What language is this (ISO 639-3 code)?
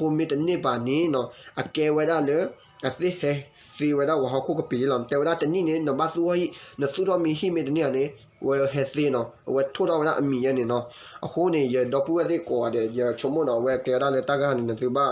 ksw